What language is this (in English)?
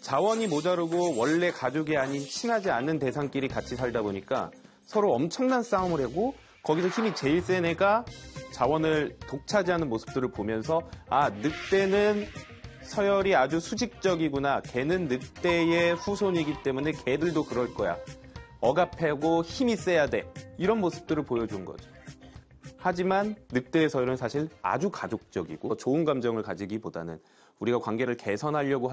Korean